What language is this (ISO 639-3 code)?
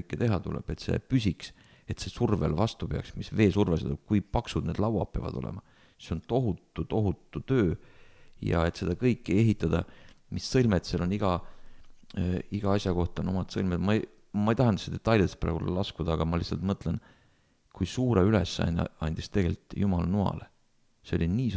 est